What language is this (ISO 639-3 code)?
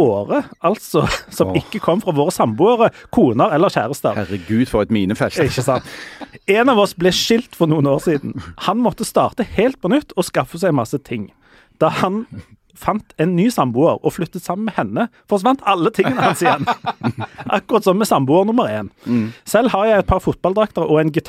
nor